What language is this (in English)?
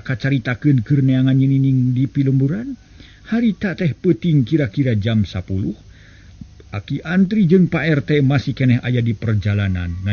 Sundanese